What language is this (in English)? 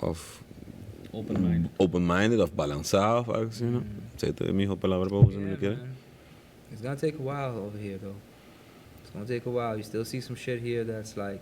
Papiamento